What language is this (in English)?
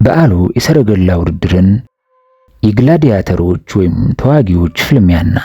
Amharic